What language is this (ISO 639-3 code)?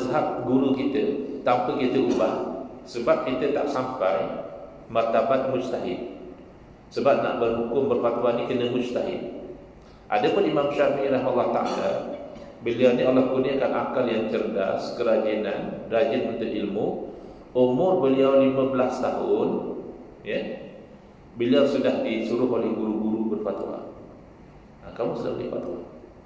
msa